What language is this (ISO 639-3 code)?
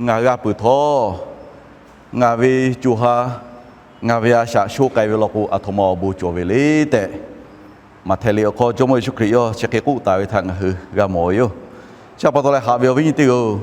lhu